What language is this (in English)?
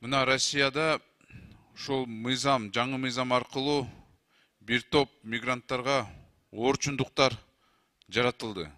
Kyrgyz